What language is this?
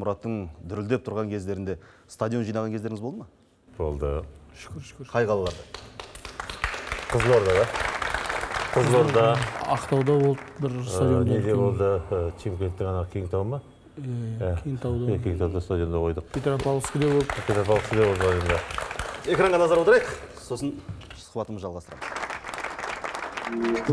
Kazakh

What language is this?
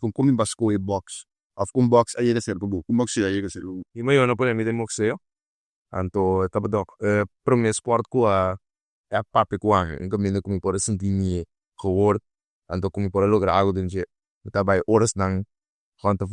Papiamento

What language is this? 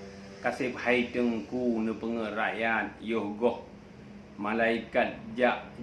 Achinese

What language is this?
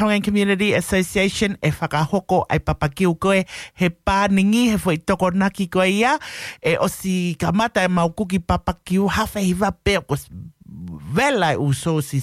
Tongan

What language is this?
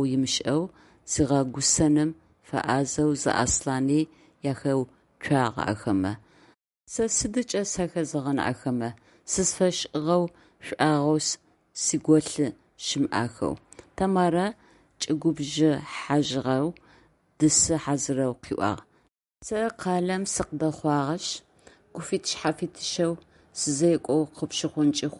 Adyghe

